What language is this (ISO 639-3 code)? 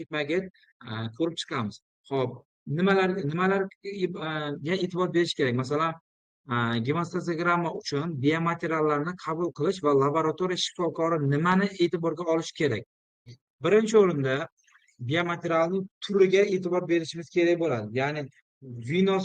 uzb